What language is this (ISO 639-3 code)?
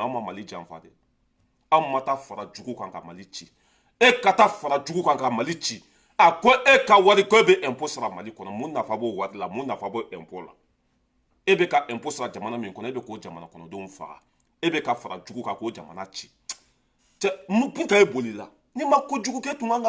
bam